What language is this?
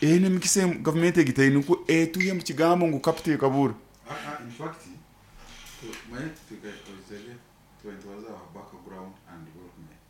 Nyoro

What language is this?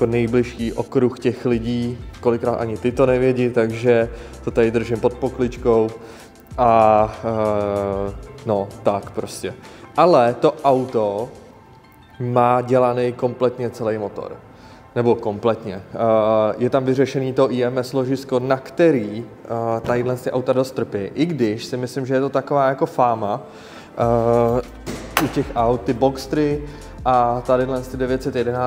Czech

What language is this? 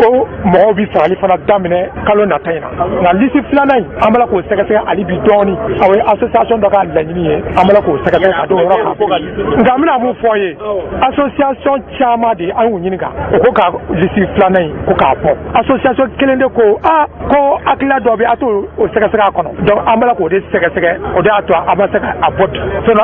Bambara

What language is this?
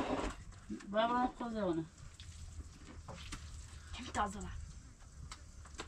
Persian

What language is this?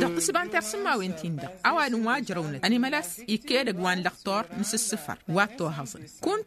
Tamasheq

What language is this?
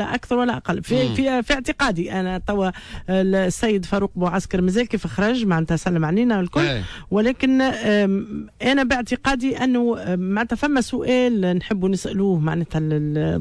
Tunisian Arabic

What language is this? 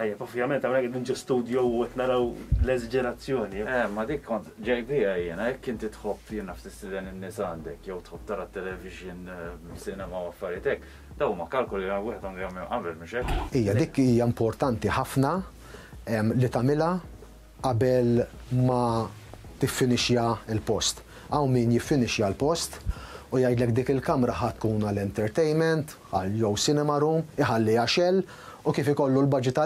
Maltese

